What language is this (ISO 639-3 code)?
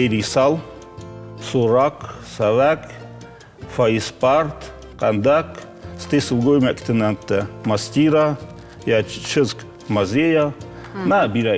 oss